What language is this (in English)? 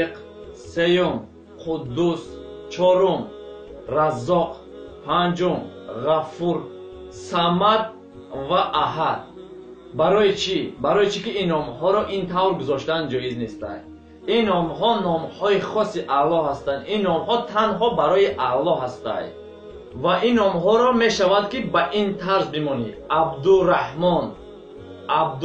Tajik